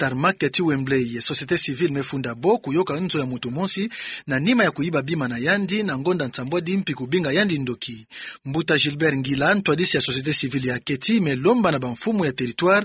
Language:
Kituba (Democratic Republic of Congo)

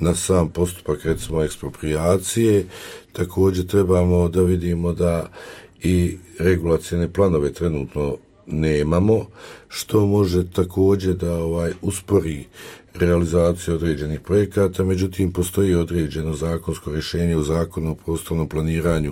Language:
Croatian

